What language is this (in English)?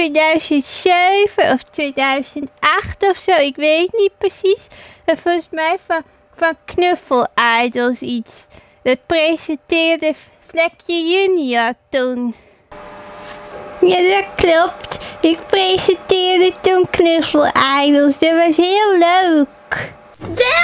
Dutch